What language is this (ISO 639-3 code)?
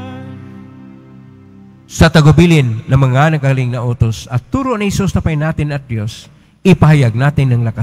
fil